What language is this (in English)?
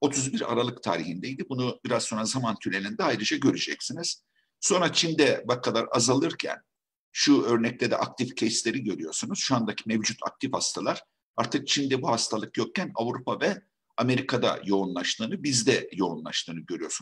Turkish